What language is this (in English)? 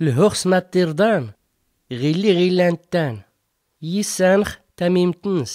Tachelhit